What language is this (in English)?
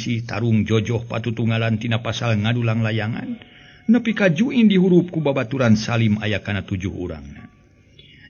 Sundanese